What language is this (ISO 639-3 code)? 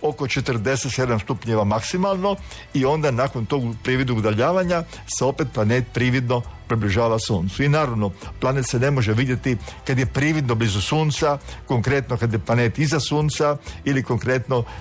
hrv